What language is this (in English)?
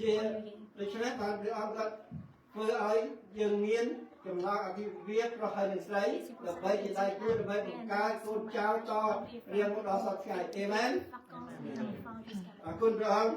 Khmer